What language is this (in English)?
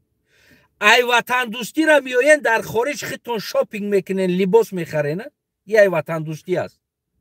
Tajik